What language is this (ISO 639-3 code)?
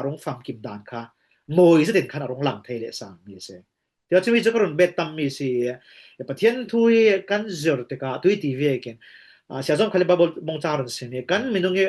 cfm